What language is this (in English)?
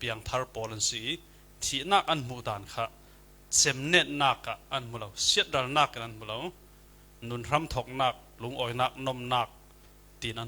Falam Chin